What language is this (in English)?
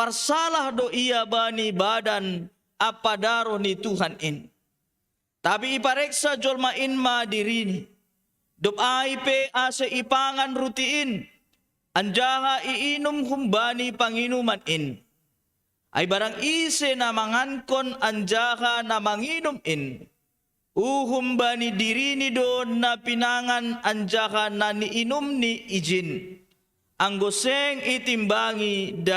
Batak Simalungun